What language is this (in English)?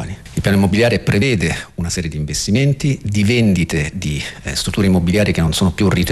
Italian